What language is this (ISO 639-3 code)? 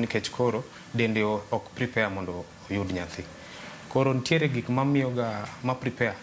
luo